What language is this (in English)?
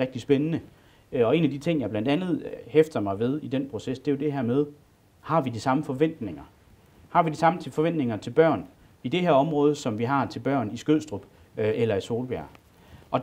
Danish